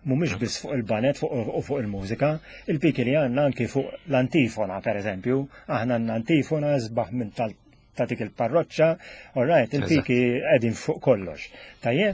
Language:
Maltese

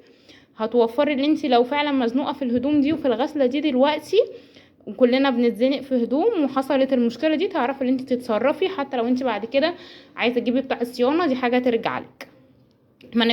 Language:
Egyptian Arabic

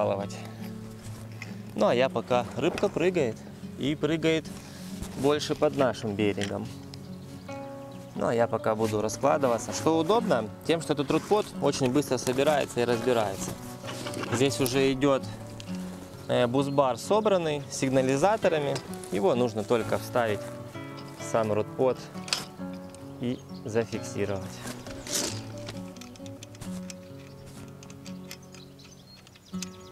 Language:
Russian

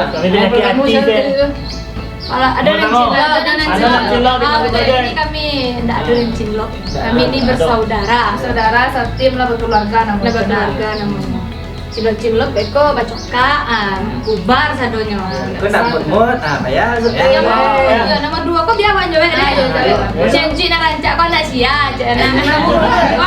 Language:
Minangkabau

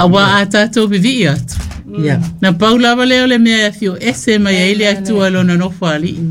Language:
Samoan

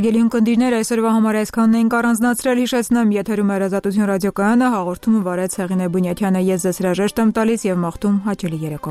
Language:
Armenian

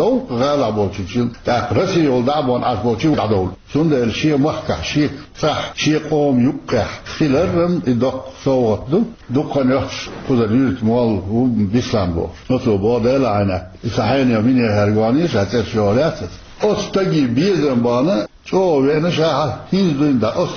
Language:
Chechen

